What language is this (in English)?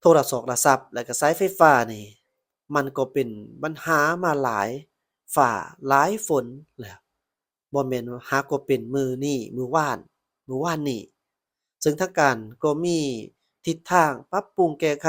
Lao